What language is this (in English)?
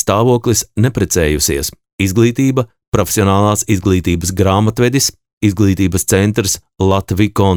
Latvian